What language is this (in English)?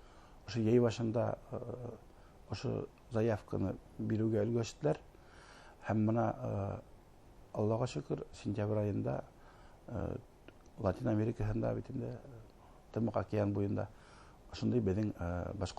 Bashkir